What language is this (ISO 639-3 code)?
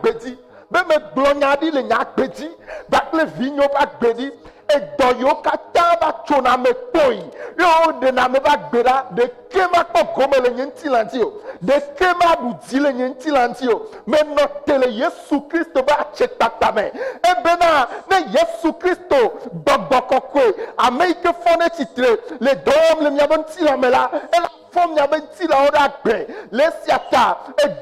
ewe